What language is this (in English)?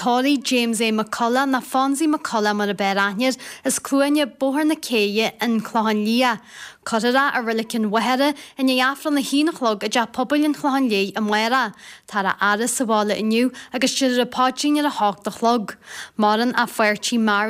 Irish